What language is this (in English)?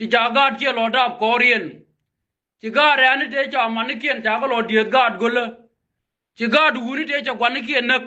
Nuer